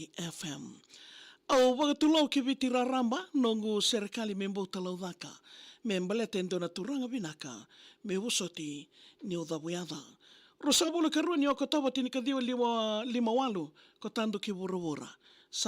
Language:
Fijian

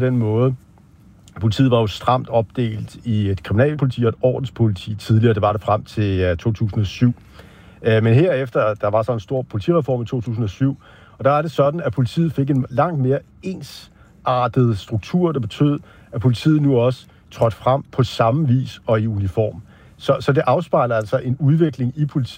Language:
Danish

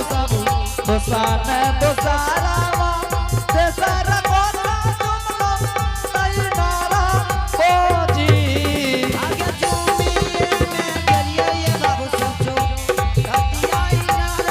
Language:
Angika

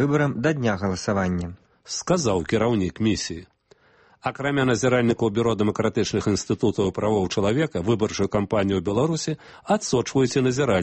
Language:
Belarusian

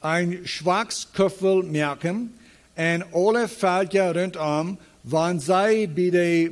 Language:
Plautdietsch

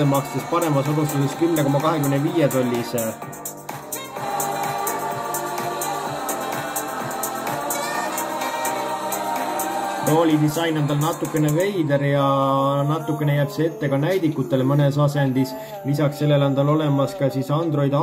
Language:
Estonian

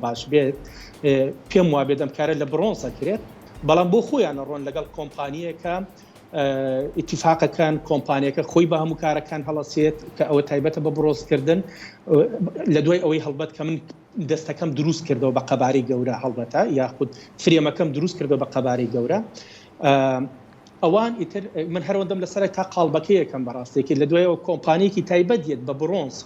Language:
Central Kurdish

